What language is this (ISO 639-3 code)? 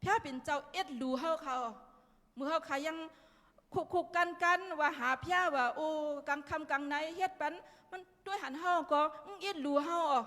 shn